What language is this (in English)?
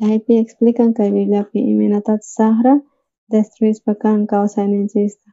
South Bolivian Quechua